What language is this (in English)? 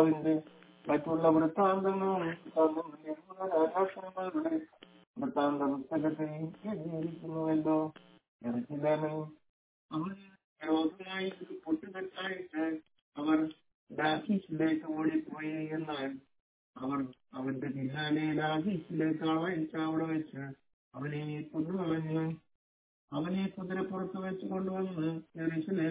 Malayalam